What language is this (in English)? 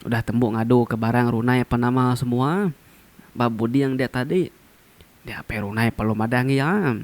Iban